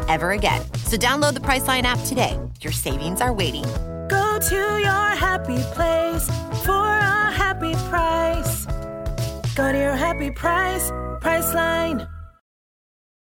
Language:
English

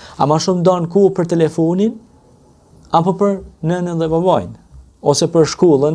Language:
Albanian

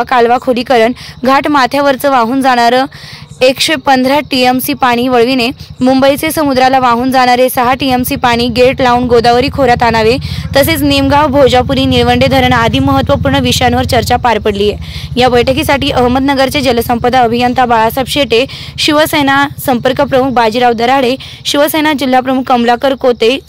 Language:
Marathi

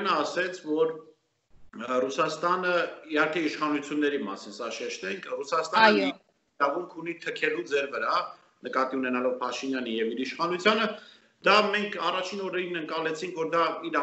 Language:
Armenian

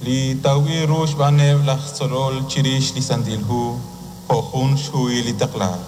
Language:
Kekchí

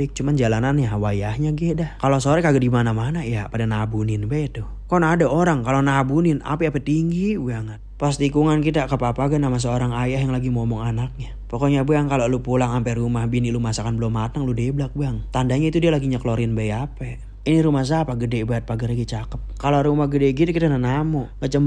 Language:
Betawi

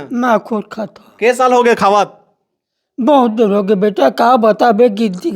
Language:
Chhattisgarhi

